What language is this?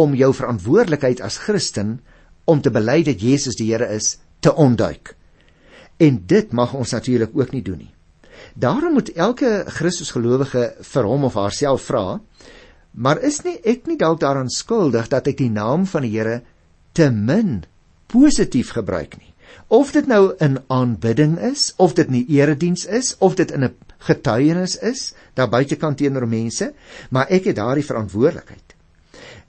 Afrikaans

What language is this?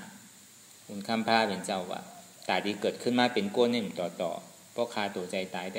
Shan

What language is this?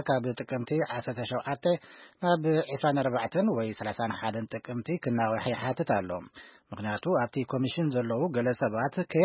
Tigrinya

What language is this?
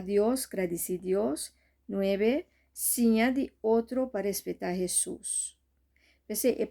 Papiamento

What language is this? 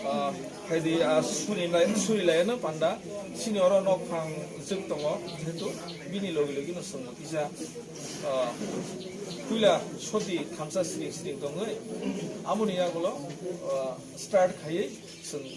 Kok Borok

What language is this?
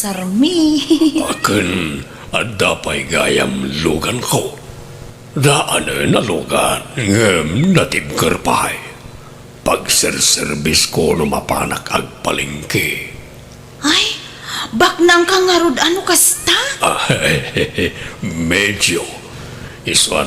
Iloko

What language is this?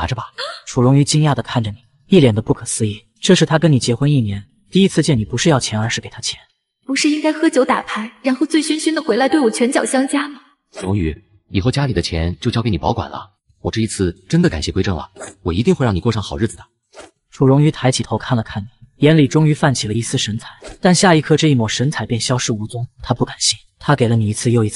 Chinese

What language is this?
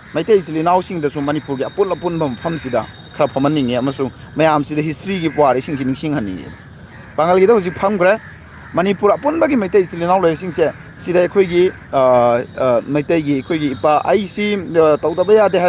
Manipuri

